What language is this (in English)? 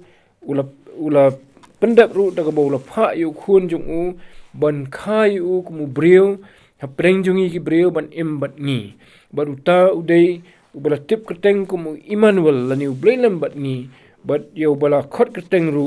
Khasi